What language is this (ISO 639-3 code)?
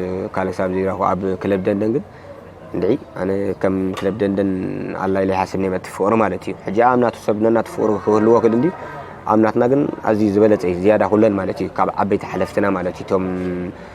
tir